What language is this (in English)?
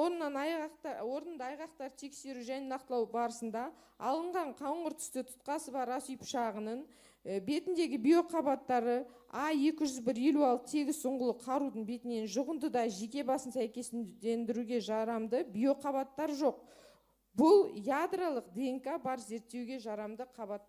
Kazakh